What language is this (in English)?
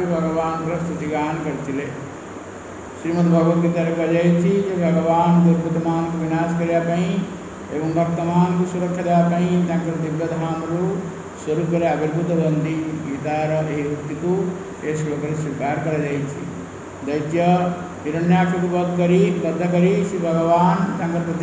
Odia